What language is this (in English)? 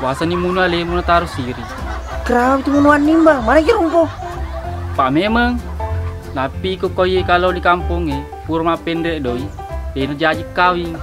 Buginese